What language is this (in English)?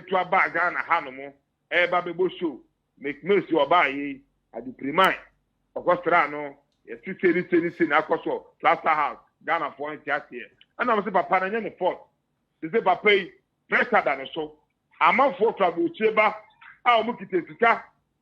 Akan